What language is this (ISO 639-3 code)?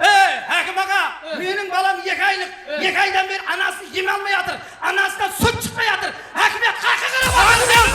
kaa